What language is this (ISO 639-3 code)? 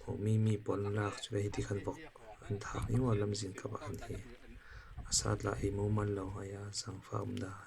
cfm